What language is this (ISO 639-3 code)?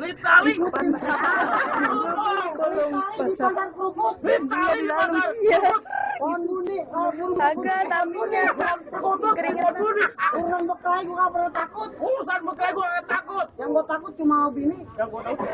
bew